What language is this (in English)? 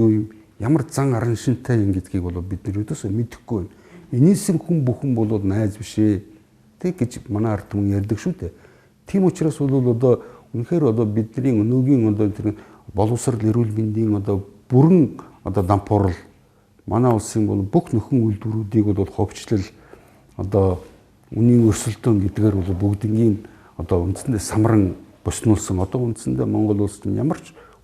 Mongolian